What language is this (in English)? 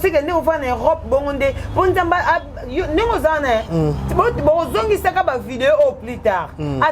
Lingala